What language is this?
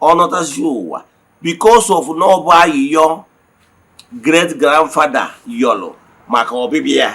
Igbo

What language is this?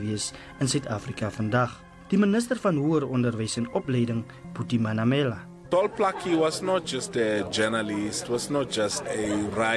Afrikaans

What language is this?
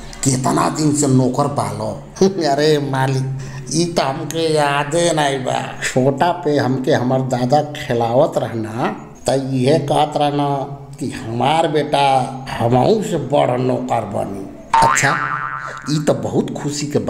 Bhojpuri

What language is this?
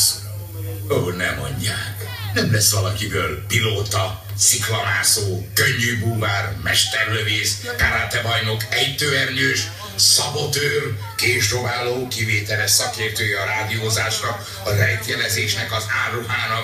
Hungarian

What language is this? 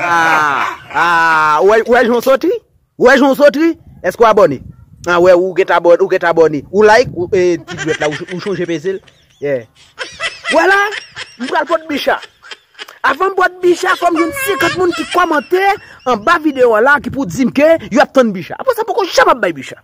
Haitian Creole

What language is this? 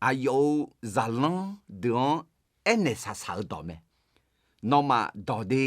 Akha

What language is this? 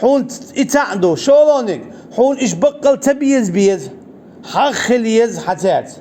Chechen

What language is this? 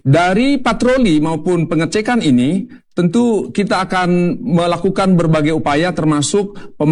Indonesian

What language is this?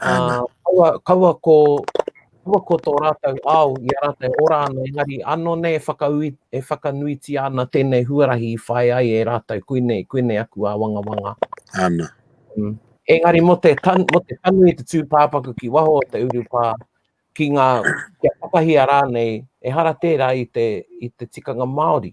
Māori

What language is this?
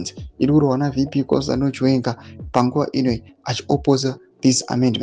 Shona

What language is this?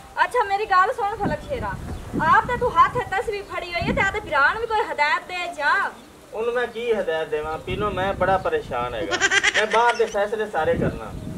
Punjabi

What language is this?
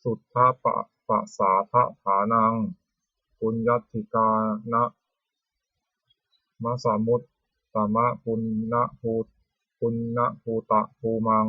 Pali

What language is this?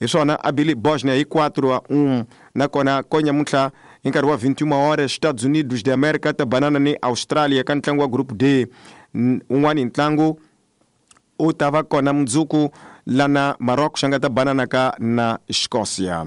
Tsonga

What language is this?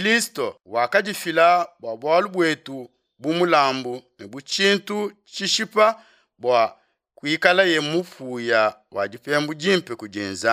Luba-Lulua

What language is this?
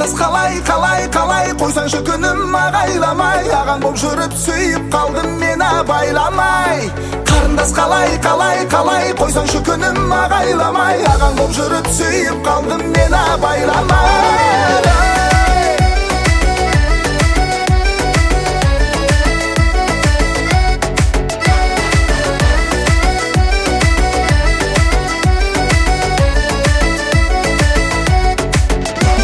Kazakh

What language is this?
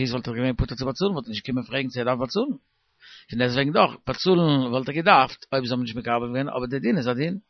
Yiddish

